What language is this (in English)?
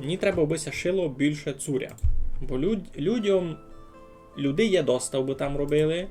Rusyn